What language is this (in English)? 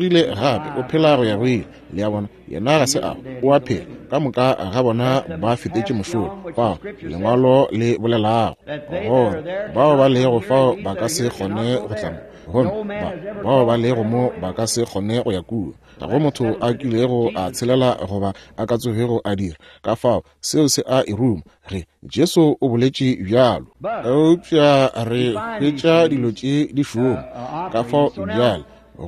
Northern Sotho